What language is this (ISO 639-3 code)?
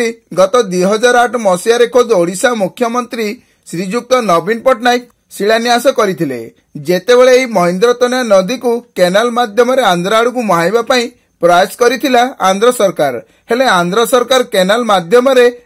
ori